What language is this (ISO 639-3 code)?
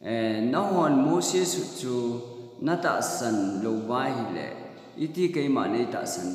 tcz